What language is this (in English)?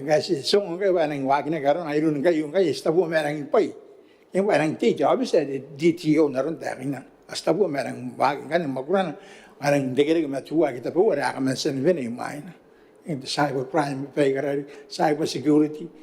Gilbertese